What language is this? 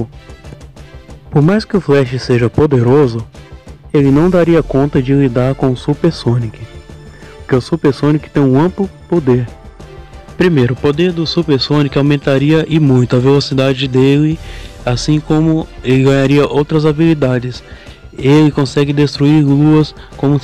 Portuguese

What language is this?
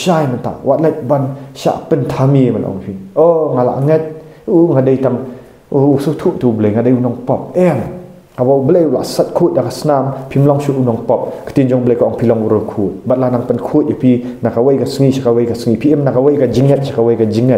Khasi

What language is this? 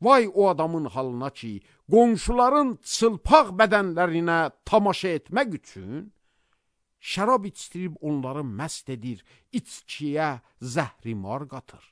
Azerbaijani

